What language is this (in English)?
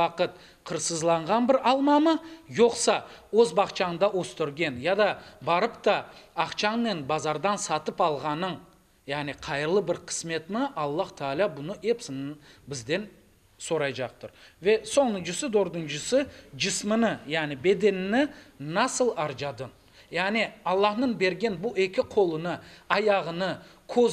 Crimean Tatar